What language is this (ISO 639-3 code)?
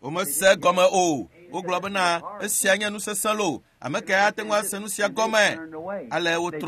ewe